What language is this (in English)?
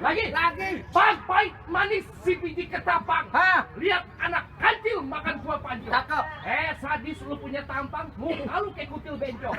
Betawi